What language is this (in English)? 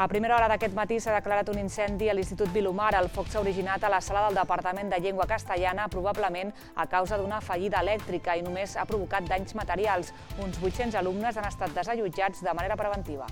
Catalan